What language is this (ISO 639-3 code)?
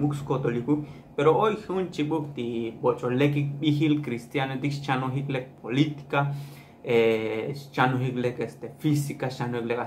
tzo